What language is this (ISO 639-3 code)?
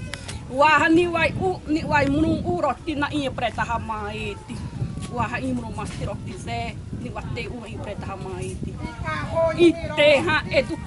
xav